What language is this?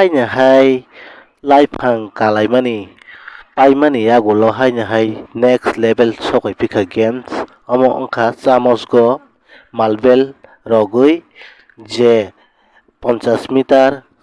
Kok Borok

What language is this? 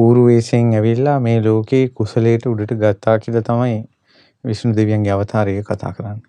Sinhala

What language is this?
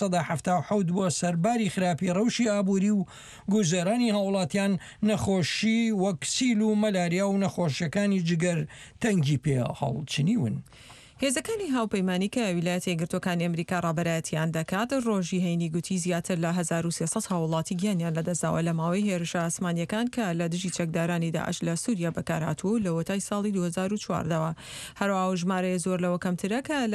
Central Kurdish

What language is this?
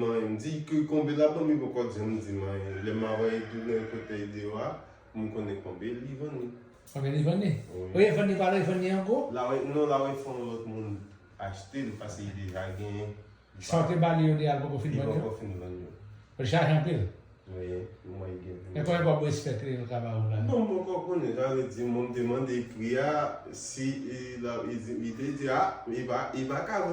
Haitian Creole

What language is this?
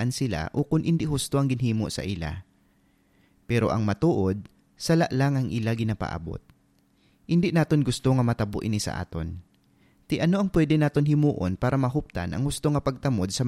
Hiligaynon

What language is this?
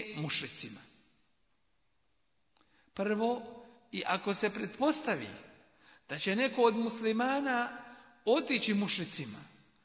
Bosnian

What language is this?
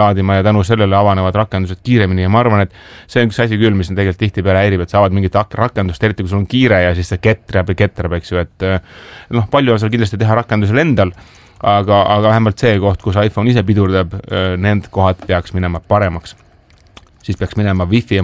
Estonian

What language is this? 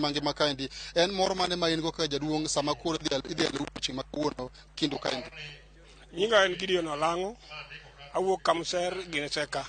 Luo (Kenya and Tanzania)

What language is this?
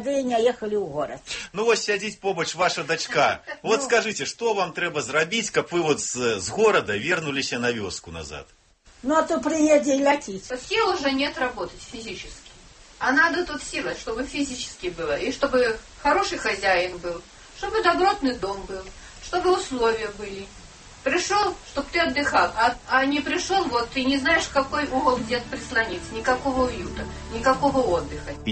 Belarusian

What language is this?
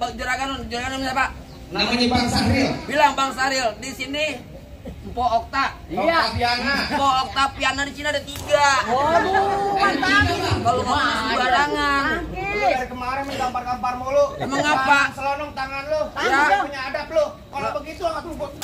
Betawi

